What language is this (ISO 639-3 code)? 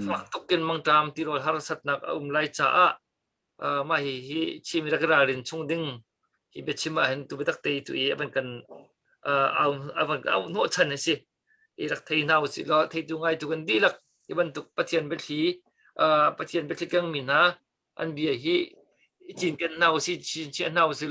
cnh